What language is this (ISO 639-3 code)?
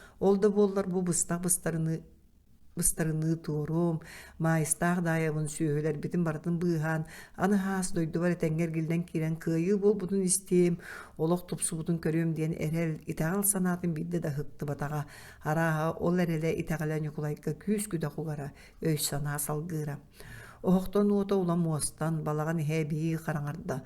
sah